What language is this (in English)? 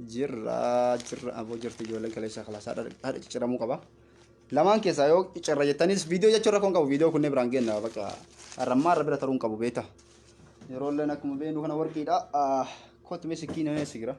Oromo